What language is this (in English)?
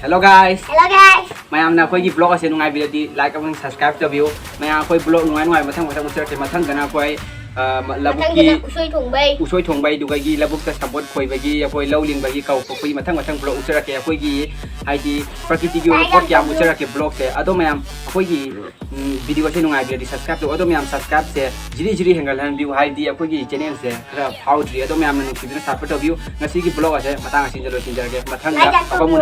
Manipuri